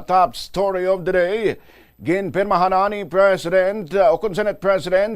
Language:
Hiligaynon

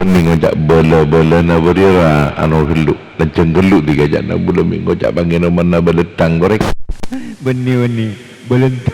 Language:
Madurese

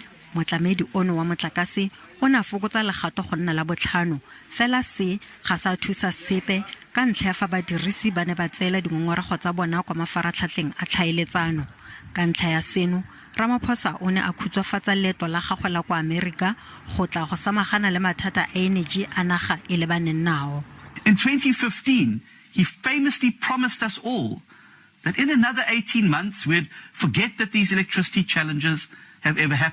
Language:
Tswana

